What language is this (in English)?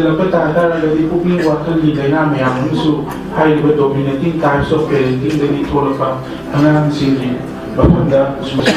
Manipuri